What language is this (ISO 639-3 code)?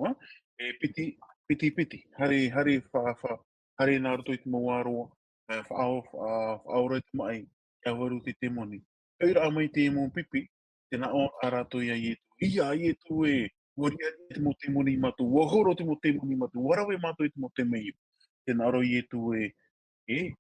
tah